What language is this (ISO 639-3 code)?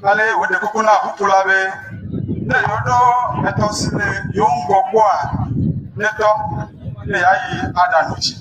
ewe